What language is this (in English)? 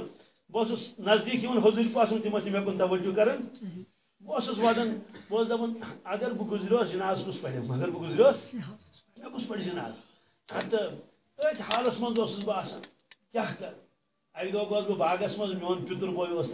Kashmiri